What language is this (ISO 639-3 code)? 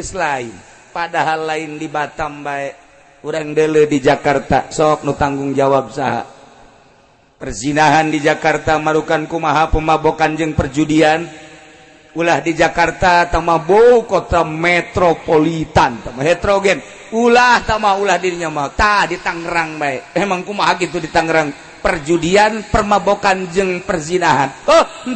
sun